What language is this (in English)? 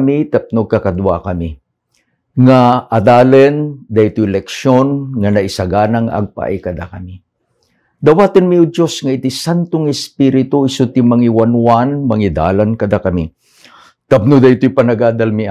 Iloko